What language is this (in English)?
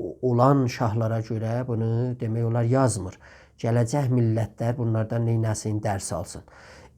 South Azerbaijani